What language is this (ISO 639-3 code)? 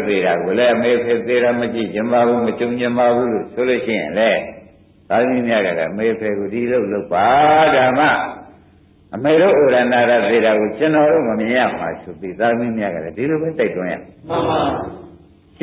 mya